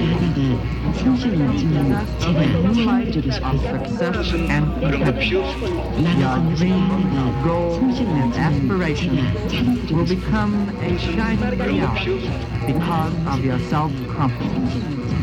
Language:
Korean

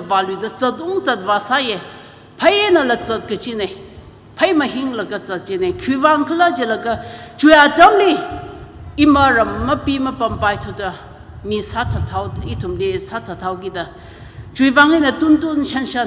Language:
Tangkhul Naga (India)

